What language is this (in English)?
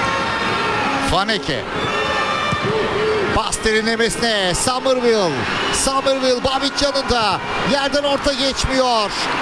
Turkish